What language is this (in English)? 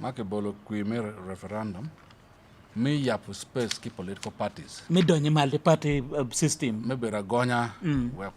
Acoli